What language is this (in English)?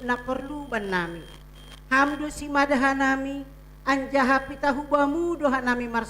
Batak Simalungun